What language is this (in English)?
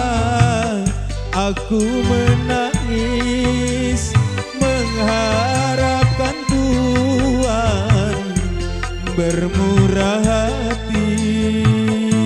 Indonesian